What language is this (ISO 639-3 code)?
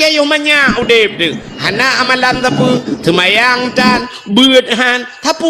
ace